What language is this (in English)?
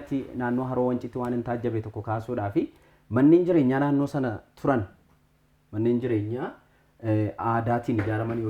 Oromo